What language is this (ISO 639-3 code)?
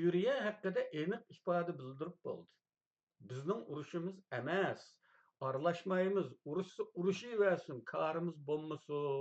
uig